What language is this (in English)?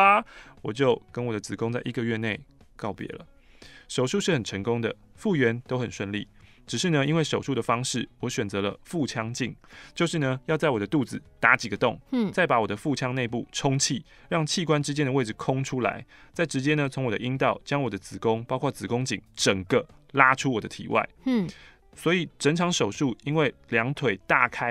Chinese